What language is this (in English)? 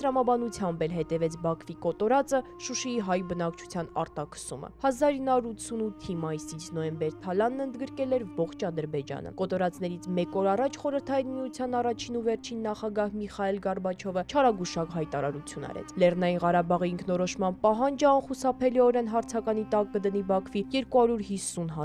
Armenian